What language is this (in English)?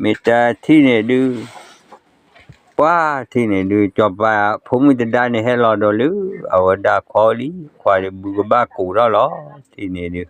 S'gaw Karen